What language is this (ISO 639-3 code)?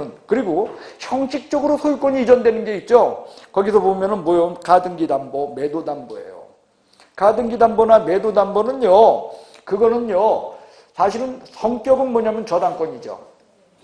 kor